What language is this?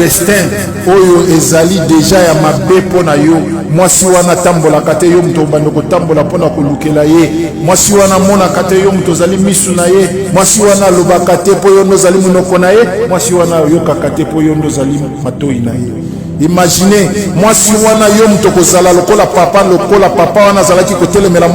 Lingala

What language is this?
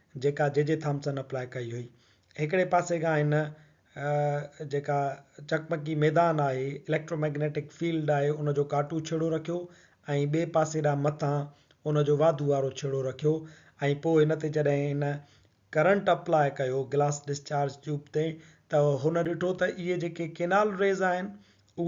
Sindhi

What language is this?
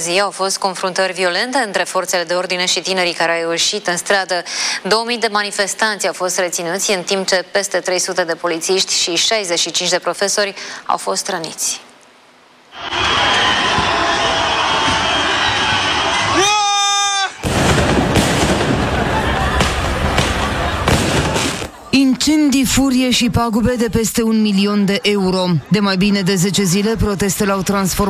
Romanian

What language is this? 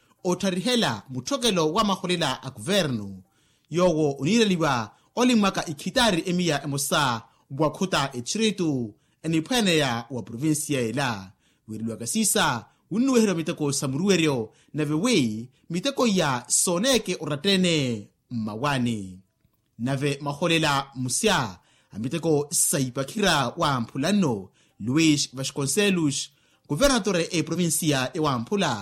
Makhuwa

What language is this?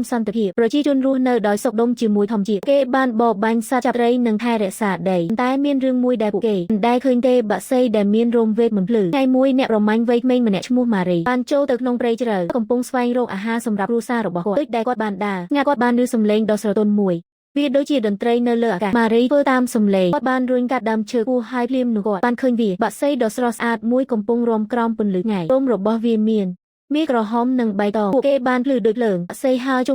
Khmer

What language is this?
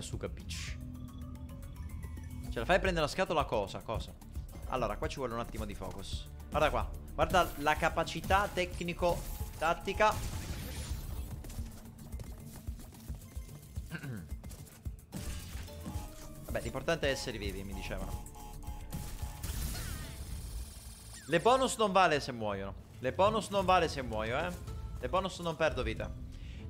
Italian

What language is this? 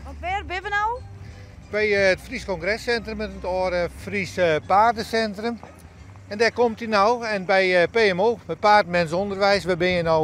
Western Frisian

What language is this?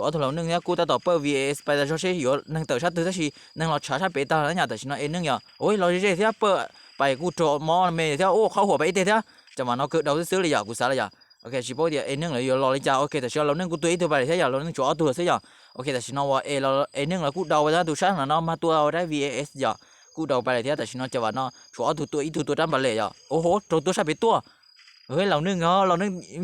Hmong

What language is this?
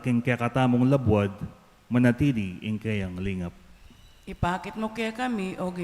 Pampanga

